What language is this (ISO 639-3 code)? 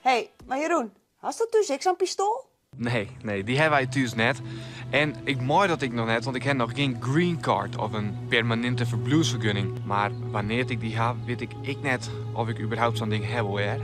fry